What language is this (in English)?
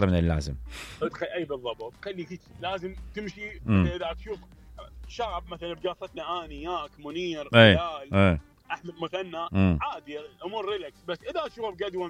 Mesopotamian Arabic